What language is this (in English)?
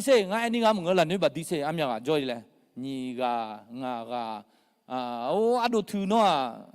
Akha